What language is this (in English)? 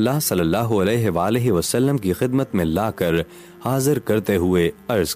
Urdu